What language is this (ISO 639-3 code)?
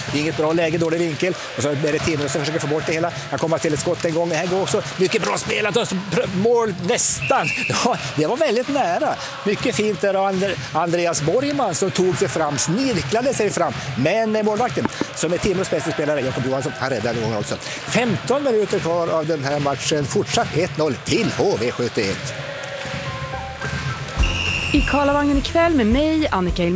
swe